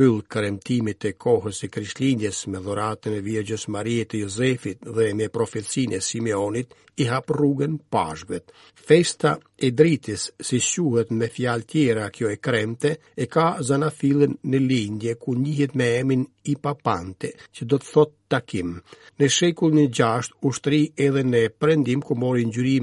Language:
Albanian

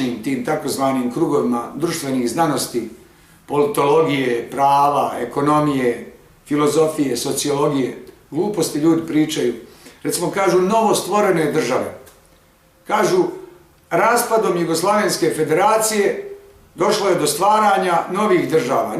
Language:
Bosnian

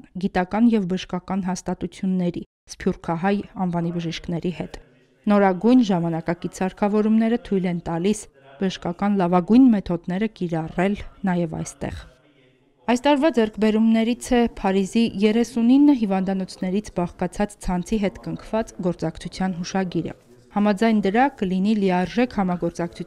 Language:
Armenian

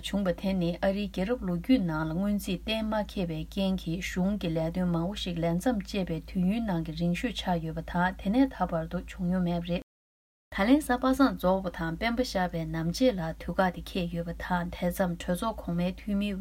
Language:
Tibetan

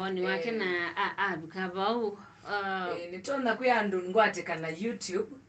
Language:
Kamba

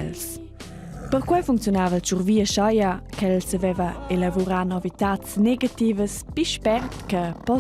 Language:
Romansh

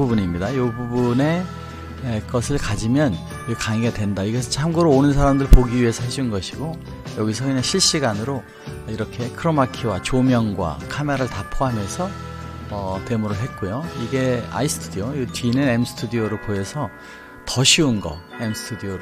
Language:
Korean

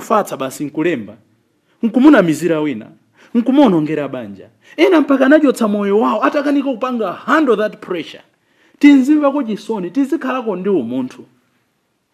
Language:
Nyanja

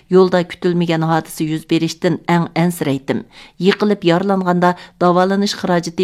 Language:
Uyghur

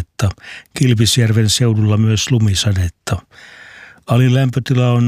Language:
Finnish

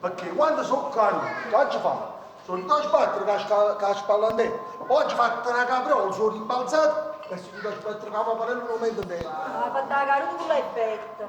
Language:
Neapolitan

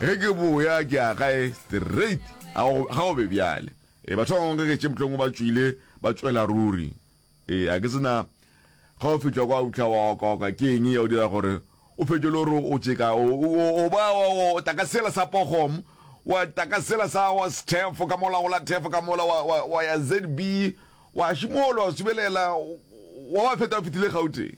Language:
Northern Sotho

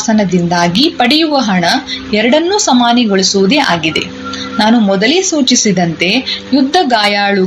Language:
Kannada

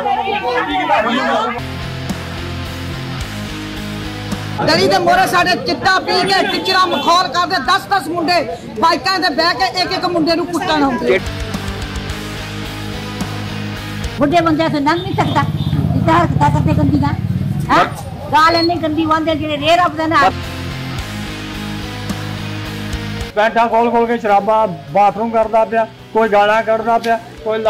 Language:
Punjabi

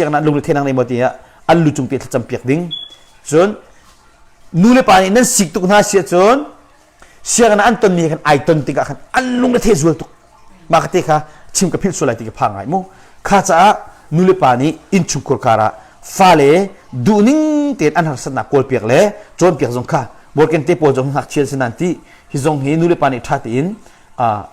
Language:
Hakha Chin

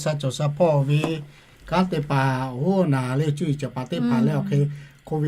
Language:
Lahu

